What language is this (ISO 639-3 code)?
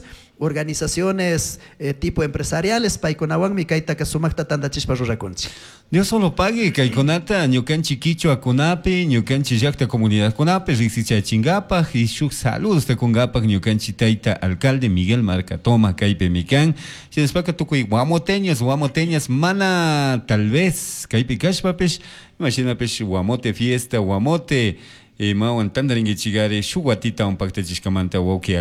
qug